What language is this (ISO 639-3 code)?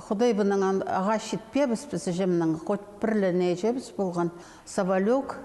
kjh